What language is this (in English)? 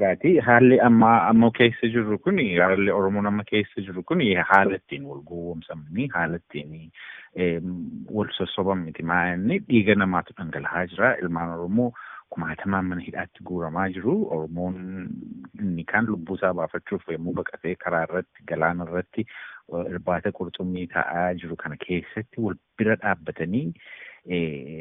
Oromo